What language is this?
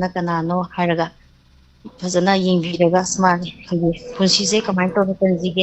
Manipuri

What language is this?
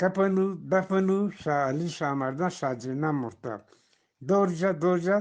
Eastern Balochi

